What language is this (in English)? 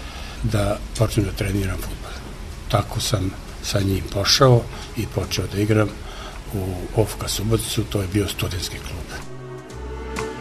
Serbian